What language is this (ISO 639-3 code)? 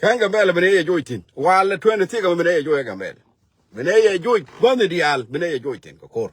nus